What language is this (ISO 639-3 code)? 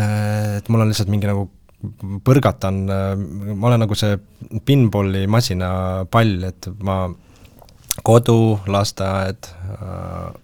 est